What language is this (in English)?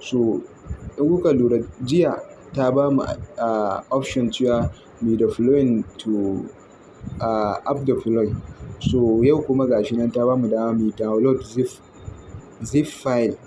Hausa